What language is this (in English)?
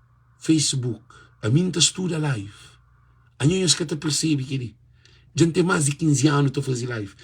Kabuverdianu